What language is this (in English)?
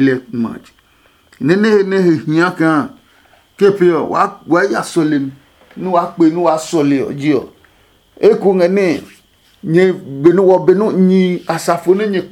Adangme